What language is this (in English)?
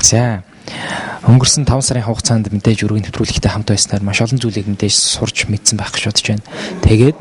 Mongolian